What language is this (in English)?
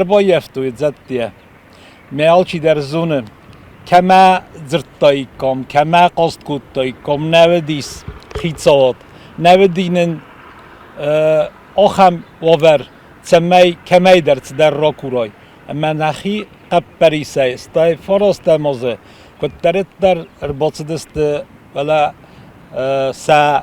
Ossetic